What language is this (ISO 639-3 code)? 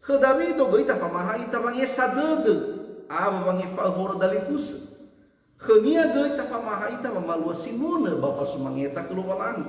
nia